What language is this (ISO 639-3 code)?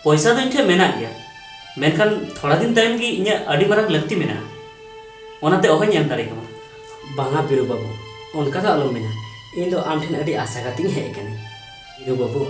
sat